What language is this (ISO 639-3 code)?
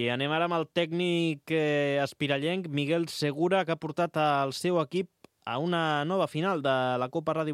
cat